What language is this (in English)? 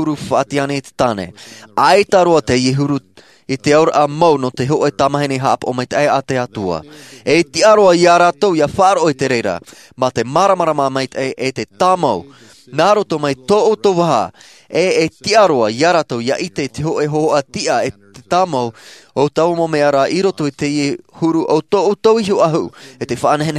Tahitian